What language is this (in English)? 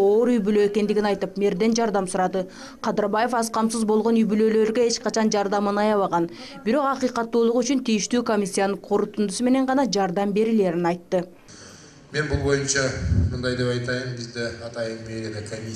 Kyrgyz